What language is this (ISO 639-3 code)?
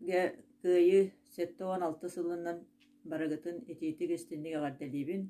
sah